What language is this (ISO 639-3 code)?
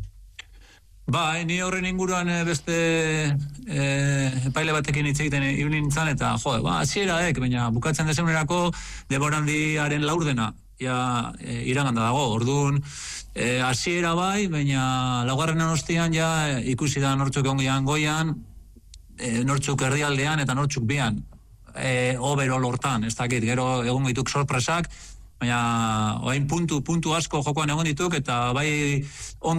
eus